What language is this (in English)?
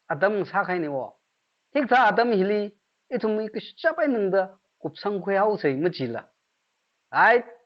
Tangkhul Naga (India)